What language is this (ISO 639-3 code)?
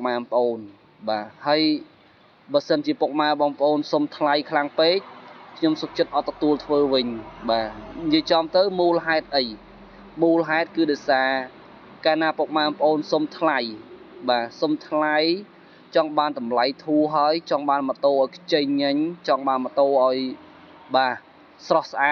khm